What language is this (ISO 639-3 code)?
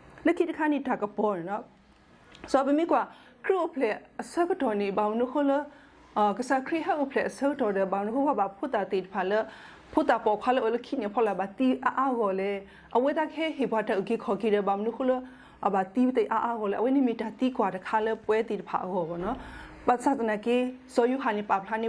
ksw